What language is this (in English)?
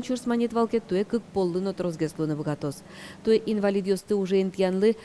Udmurt